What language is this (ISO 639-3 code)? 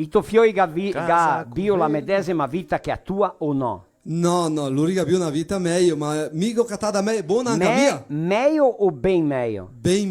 vec